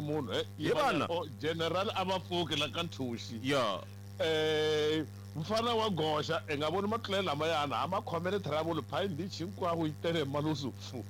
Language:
Tsonga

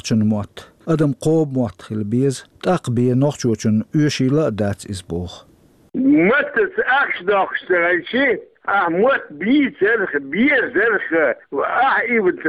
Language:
Chechen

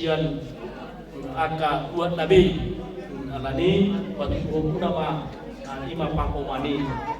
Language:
Batak Toba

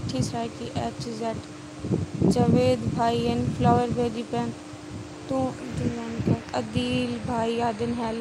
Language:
Saraiki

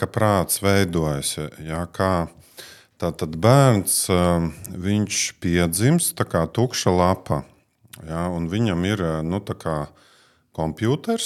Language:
Latvian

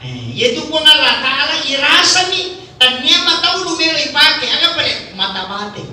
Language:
Buginese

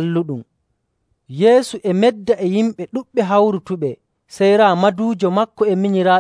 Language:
Nigerian Fulfulde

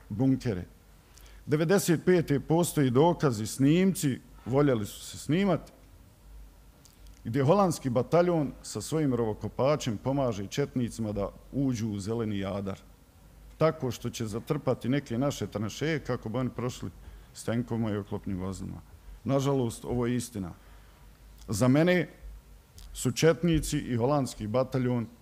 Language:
Bosnian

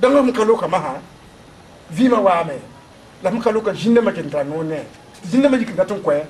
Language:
Mossi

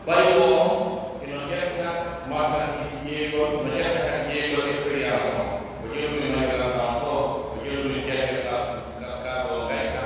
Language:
Pular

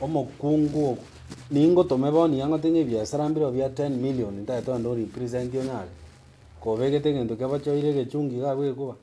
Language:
Gusii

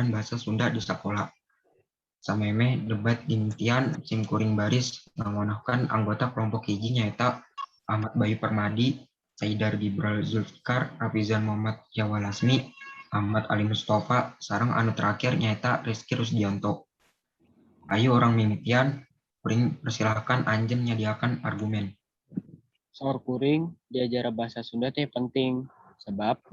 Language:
Sundanese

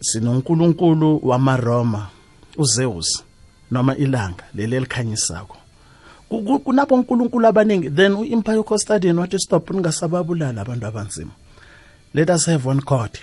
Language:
South Ndebele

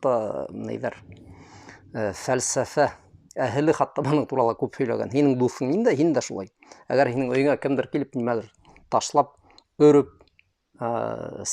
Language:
Bashkir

